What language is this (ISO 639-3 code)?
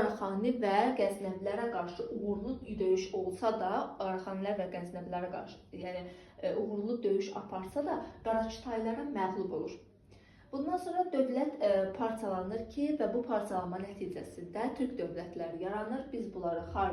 aze